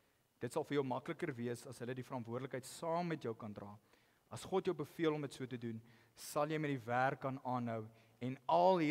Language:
Afrikaans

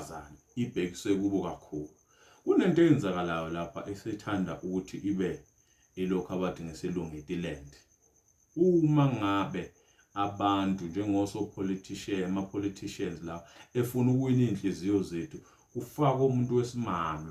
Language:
Zulu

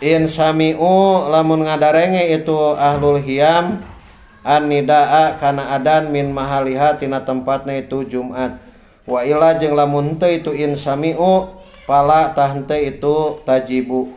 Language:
Sundanese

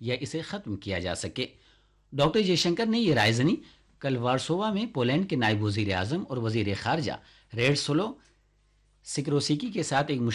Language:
Urdu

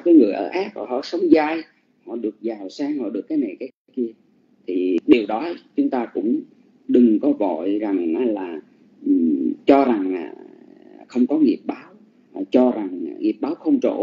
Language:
Vietnamese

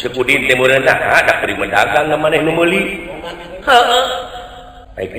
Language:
Sundanese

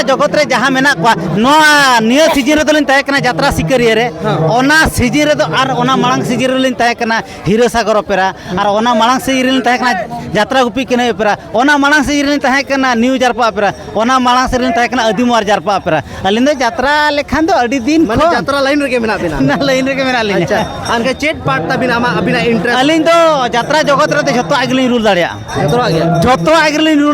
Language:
Santali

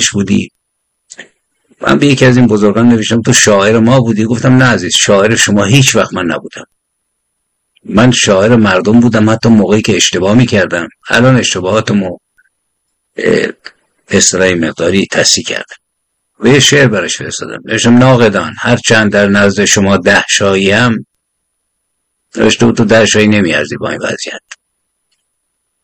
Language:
Persian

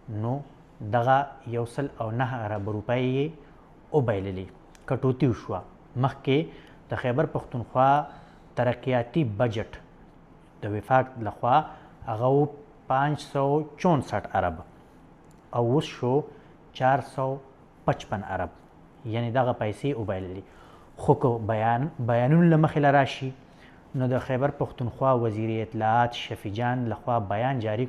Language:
Pashto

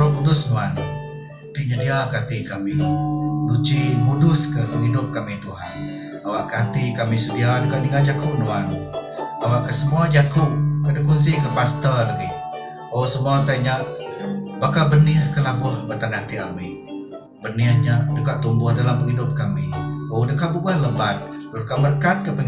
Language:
Iban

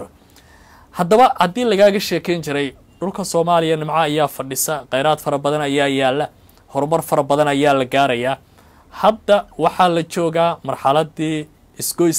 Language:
Somali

